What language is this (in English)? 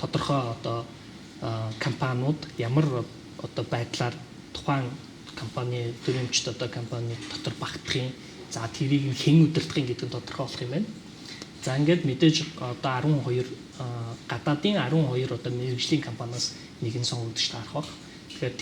Mongolian